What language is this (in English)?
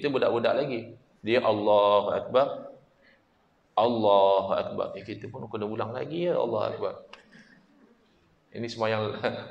Malay